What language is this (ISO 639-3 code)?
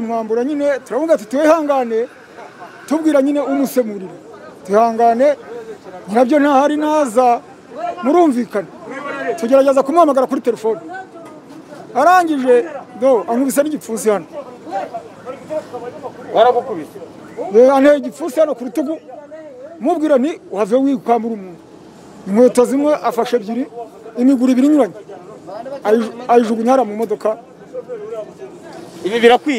kin